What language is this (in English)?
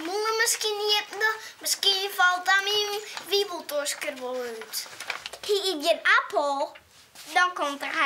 Western Frisian